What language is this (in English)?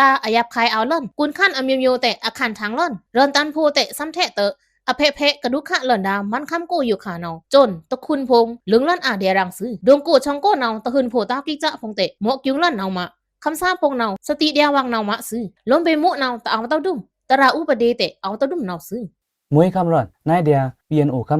Pa'o Karen